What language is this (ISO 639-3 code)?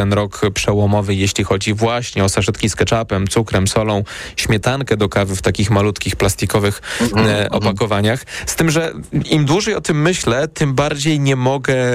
pol